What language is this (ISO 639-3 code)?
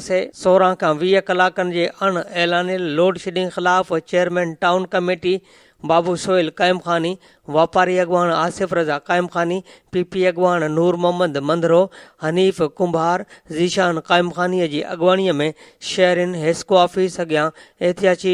snd